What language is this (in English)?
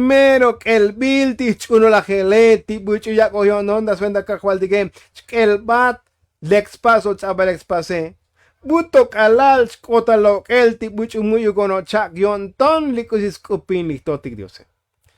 Tzotzil